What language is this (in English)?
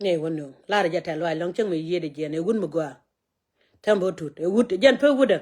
Nuer